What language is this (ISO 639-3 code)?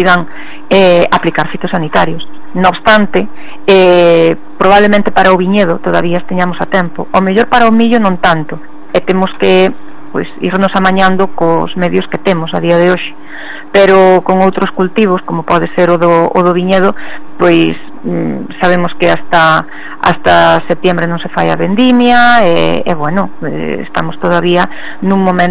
glg